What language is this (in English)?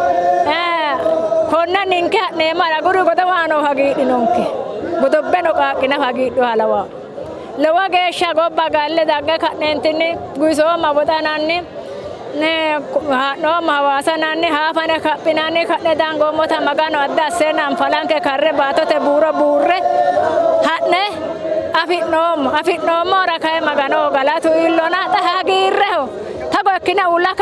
Sidamo